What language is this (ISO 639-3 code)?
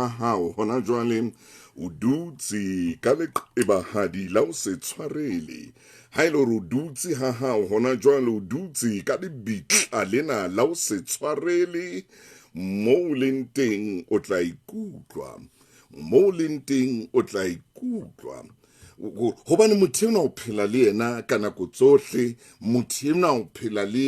sot